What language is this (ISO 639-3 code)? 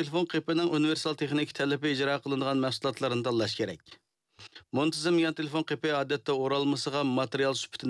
uig